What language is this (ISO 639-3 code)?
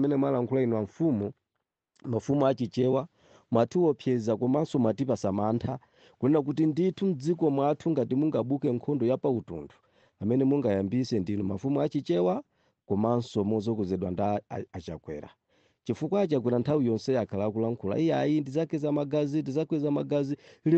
nya